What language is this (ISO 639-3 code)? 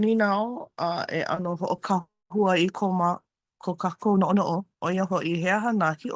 haw